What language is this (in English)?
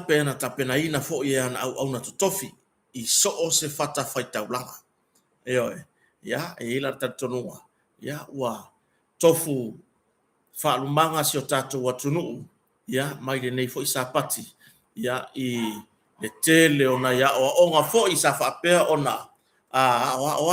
Samoan